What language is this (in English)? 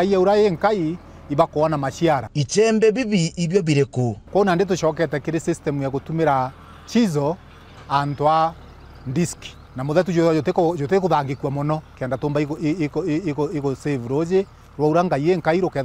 Meru